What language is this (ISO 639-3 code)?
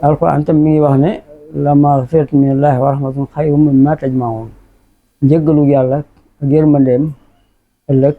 wol